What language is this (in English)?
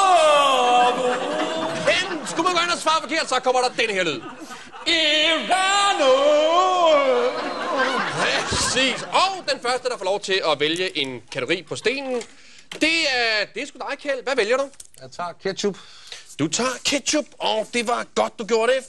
Danish